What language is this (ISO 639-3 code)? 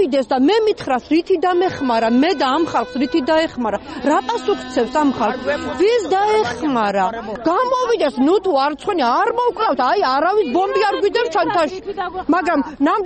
kat